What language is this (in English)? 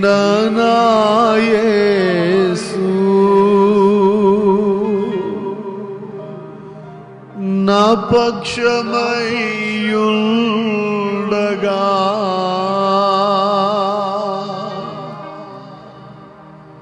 Telugu